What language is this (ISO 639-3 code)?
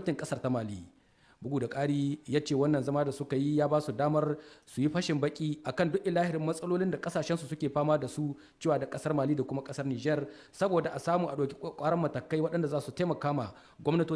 hau